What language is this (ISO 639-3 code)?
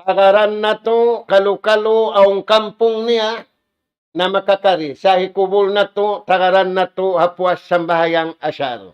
tsg